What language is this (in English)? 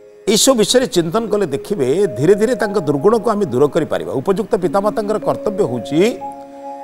Odia